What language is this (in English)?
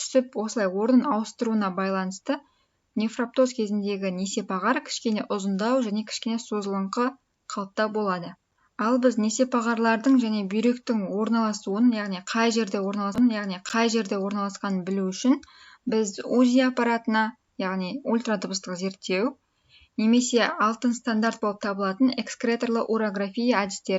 Kazakh